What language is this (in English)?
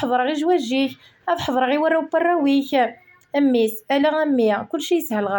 Kabyle